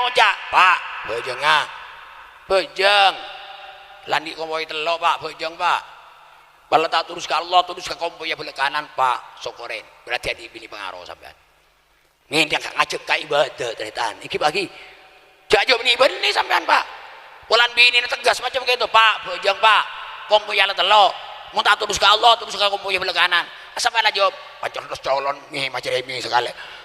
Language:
Madurese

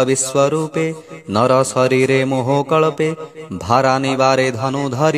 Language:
Odia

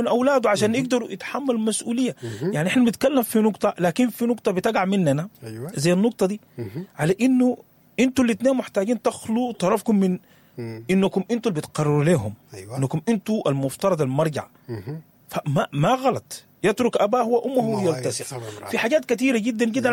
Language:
Sudanese Arabic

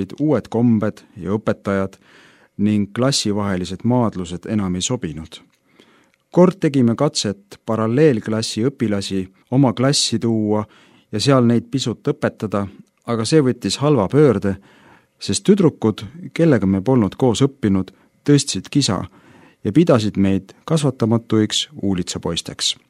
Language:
Estonian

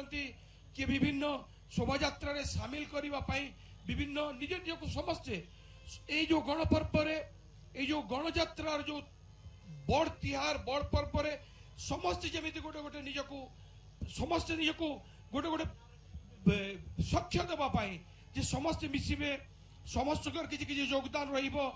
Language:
Odia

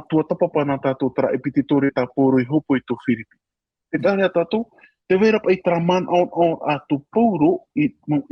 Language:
Tahitian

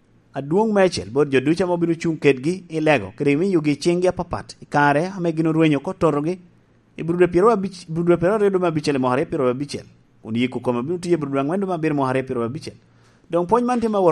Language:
Lango (Uganda)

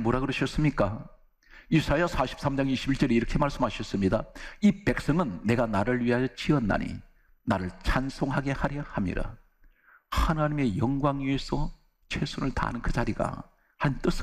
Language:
Korean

